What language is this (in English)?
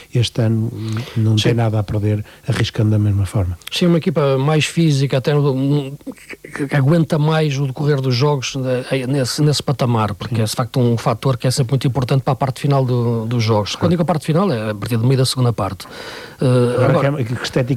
Portuguese